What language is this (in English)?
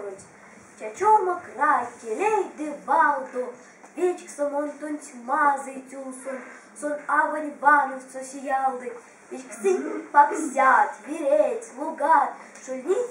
Erzya